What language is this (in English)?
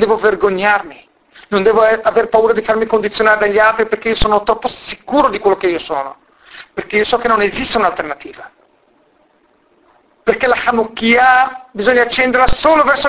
Italian